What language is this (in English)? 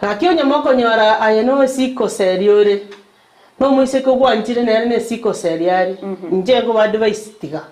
Gusii